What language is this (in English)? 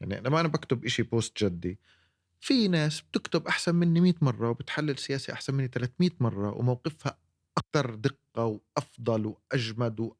North Levantine Arabic